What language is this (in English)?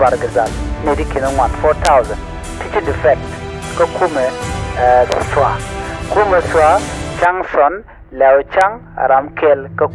Nuer